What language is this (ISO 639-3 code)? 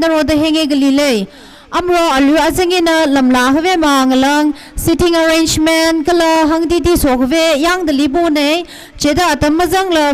nmf